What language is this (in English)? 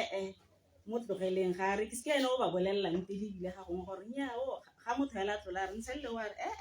Tswana